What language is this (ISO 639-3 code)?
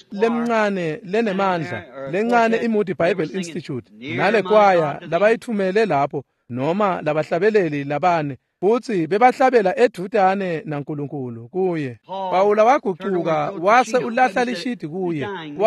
ssw